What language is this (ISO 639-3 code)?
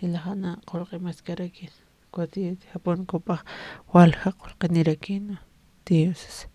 aym